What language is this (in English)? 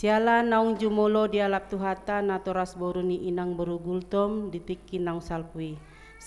Batak Toba